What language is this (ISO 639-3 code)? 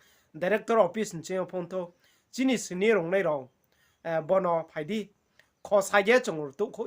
ria